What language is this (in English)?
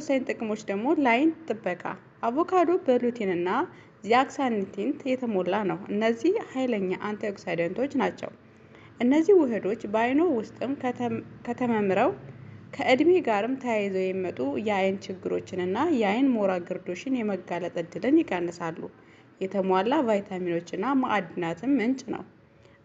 Amharic